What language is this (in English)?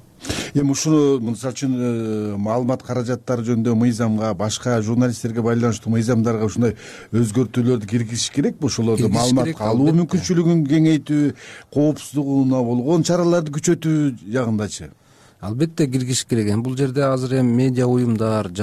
Kyrgyz